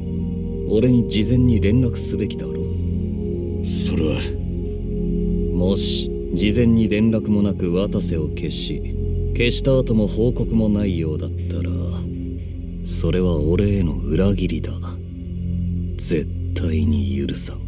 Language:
Japanese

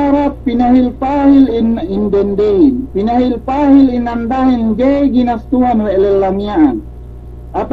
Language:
Yakan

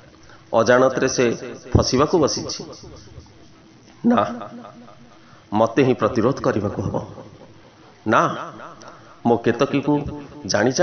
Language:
Odia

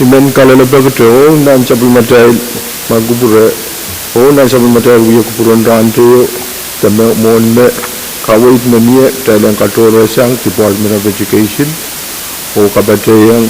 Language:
Pohnpeian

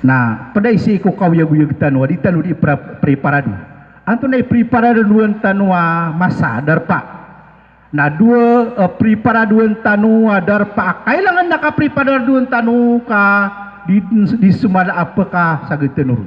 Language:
Maranao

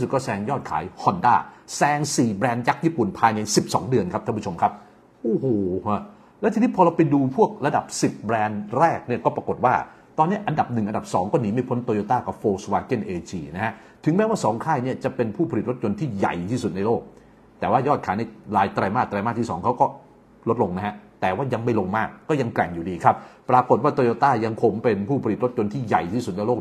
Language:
Thai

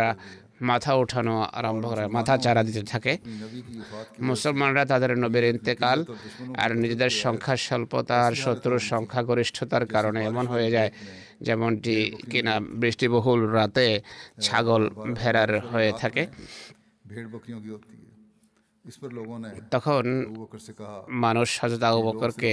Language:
Bangla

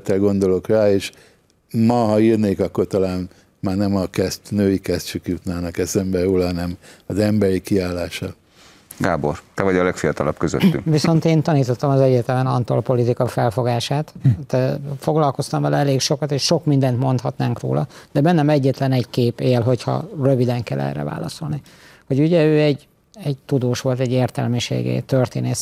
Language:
Hungarian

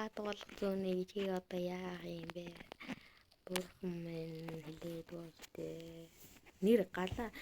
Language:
Mongolian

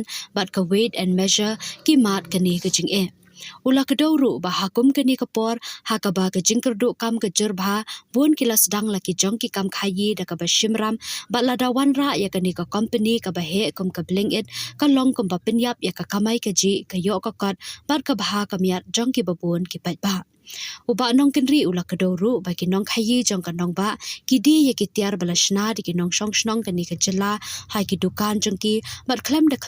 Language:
Khasi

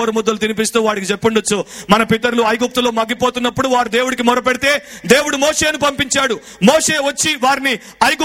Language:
Telugu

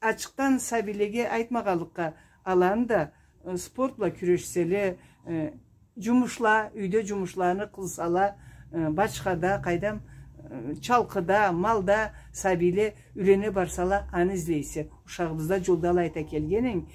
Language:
Karachay-Balkar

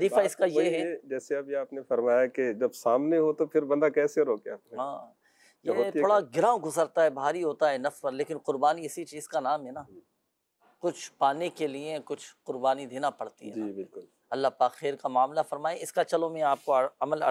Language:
Urdu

